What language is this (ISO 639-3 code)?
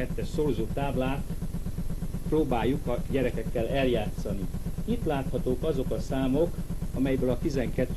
hun